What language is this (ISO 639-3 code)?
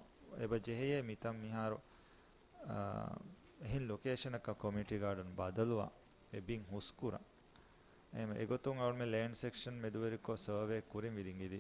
div